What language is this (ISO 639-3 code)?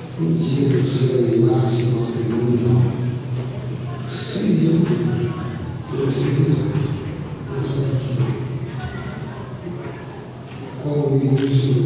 por